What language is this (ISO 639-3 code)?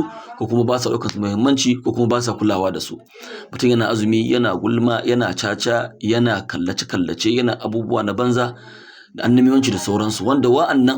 hau